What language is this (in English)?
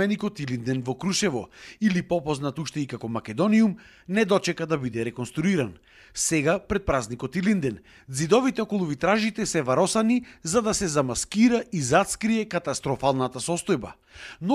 Macedonian